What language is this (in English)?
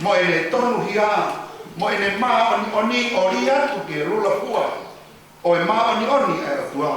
Tongan